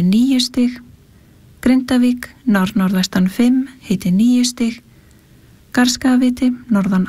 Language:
Icelandic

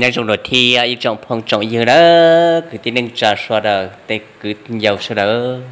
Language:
Hmong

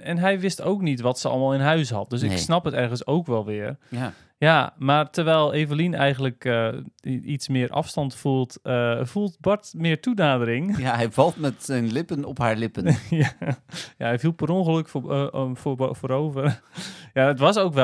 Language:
Dutch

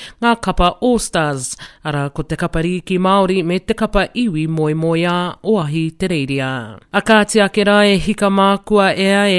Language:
Māori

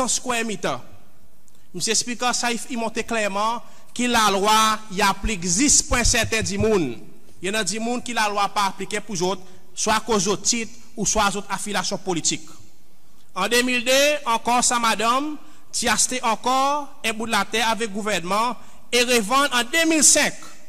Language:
Seselwa Creole French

